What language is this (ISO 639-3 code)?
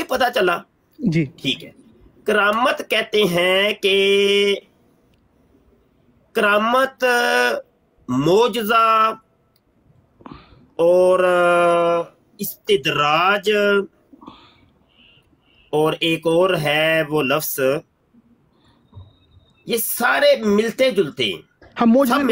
urd